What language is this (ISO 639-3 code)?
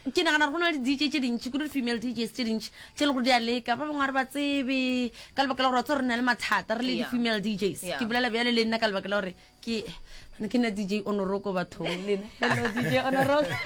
nso